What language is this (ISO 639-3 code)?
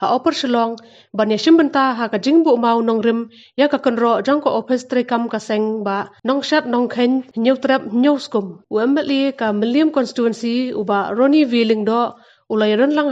kha